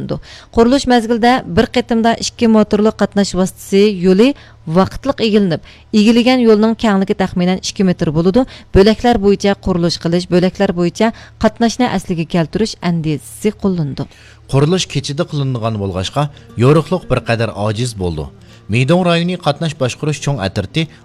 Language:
Uyghur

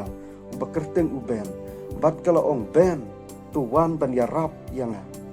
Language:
Khasi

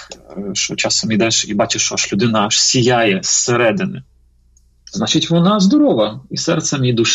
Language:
Ukrainian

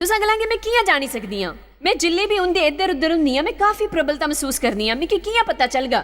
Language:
Dogri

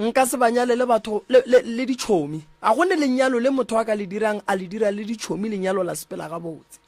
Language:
Northern Sotho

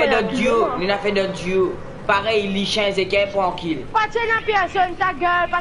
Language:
Morisyen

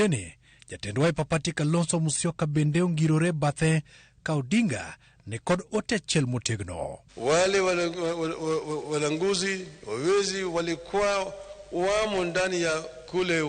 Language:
Luo (Kenya and Tanzania)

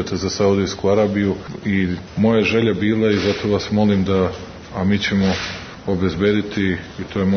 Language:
Serbian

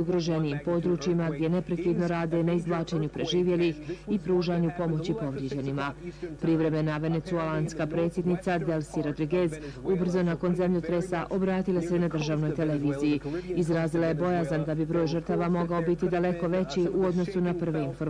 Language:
Bosnian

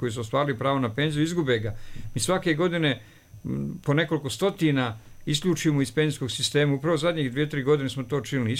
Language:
Serbian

